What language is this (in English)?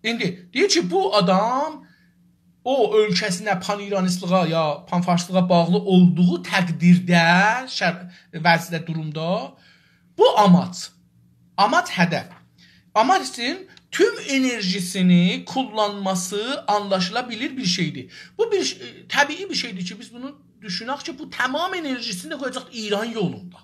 South Azerbaijani